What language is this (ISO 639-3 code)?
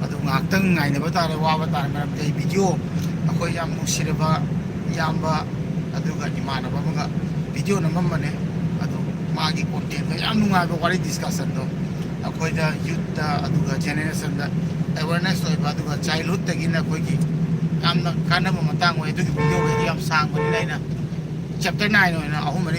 mni